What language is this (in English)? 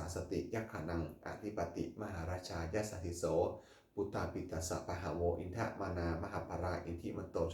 Pali